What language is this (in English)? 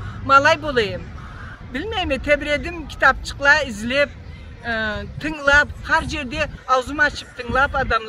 Karachay-Balkar